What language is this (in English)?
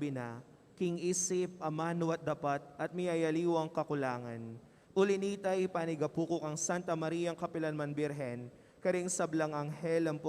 Pampanga